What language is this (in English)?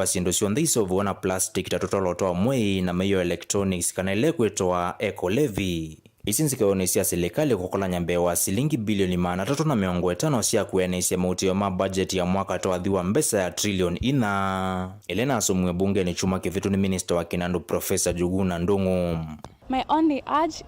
Kamba